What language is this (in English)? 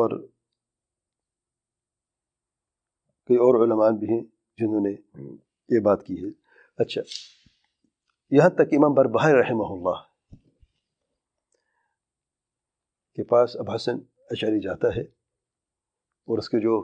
Urdu